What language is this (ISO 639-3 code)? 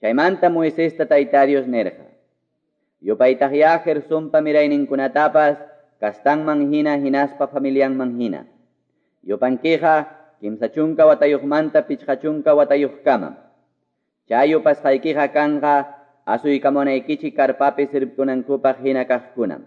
que